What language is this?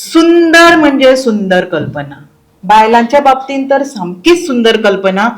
Konkani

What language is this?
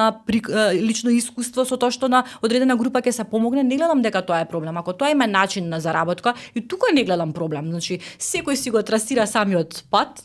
Macedonian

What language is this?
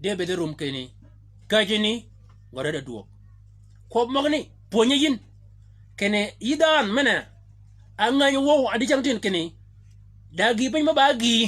Shilluk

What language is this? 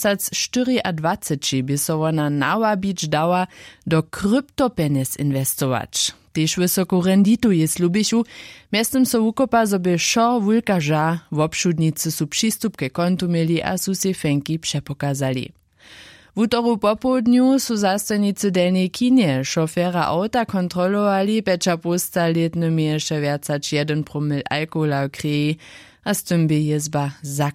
Upper Sorbian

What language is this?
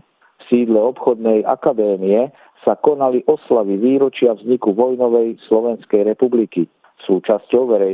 Slovak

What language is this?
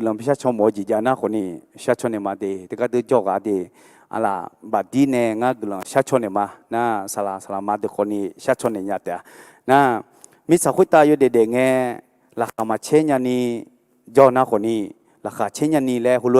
Akha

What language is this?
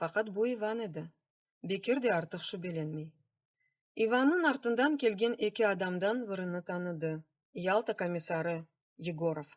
Crimean Tatar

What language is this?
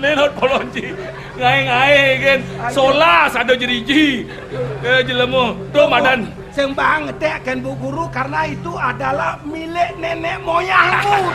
Balinese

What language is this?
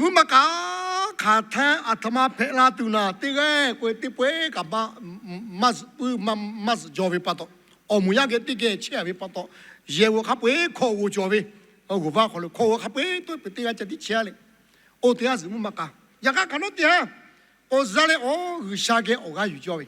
Lahu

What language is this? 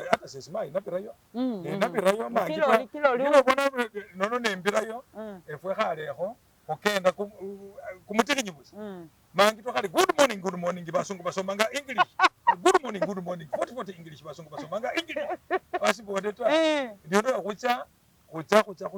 Masaaba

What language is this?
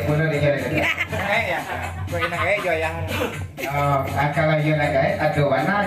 Minangkabau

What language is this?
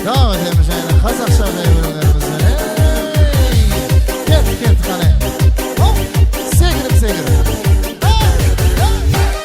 Kara-Kalpak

